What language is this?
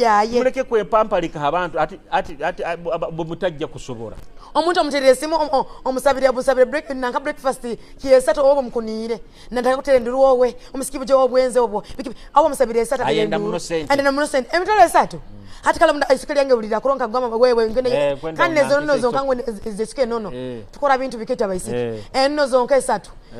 Nyoro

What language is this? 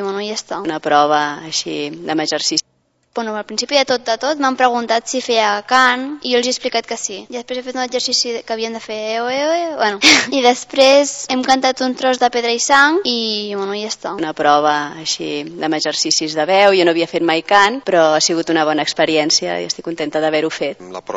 Catalan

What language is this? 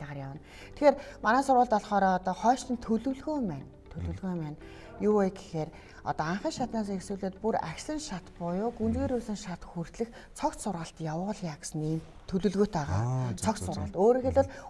Mongolian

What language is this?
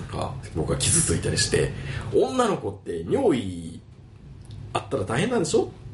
Japanese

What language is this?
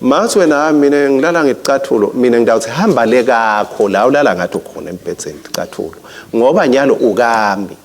Swati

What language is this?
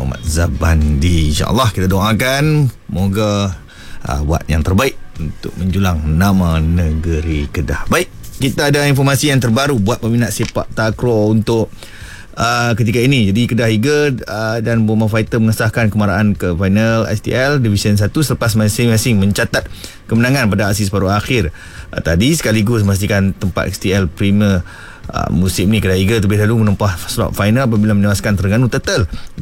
Malay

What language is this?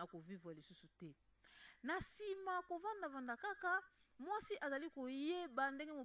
Lingala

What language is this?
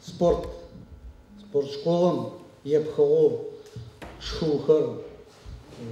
Adyghe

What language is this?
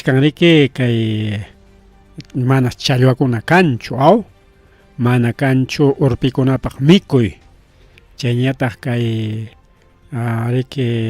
Ayacucho Quechua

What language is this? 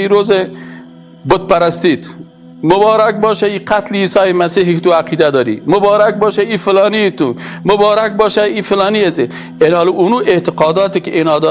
Persian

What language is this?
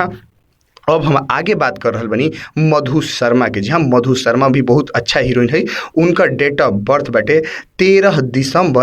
Bhojpuri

